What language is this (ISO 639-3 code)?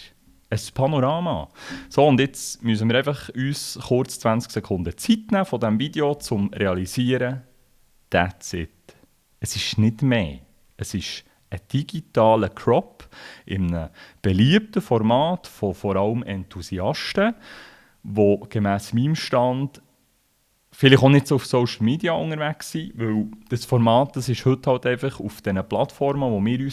gsw